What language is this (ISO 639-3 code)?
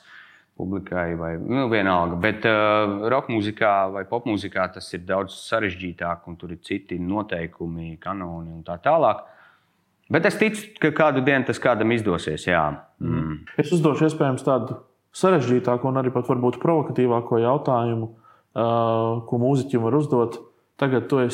lav